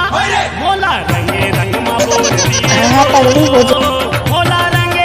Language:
Chhattisgarhi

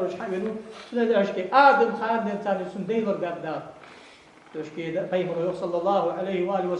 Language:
Ingush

